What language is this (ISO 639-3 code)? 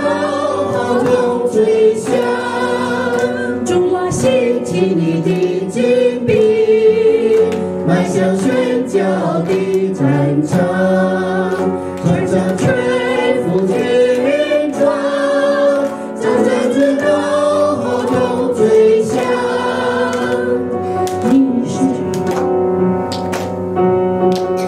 zho